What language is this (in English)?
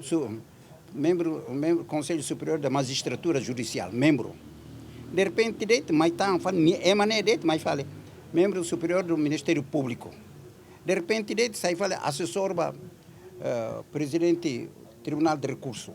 Tetum